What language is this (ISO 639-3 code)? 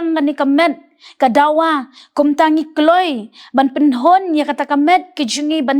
kha